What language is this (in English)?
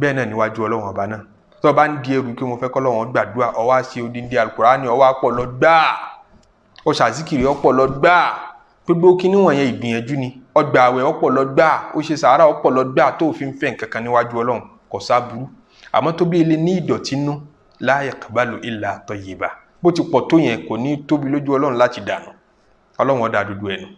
Yoruba